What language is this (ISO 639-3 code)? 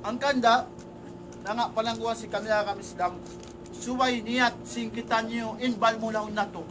tsg